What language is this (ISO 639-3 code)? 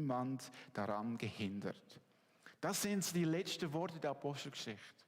gsw